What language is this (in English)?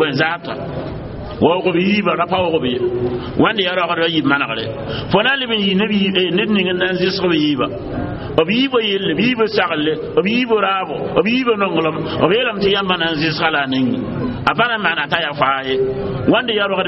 Mossi